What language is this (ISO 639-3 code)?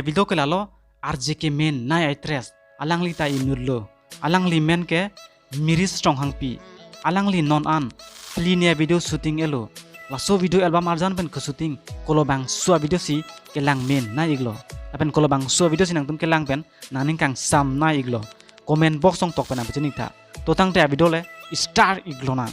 mjw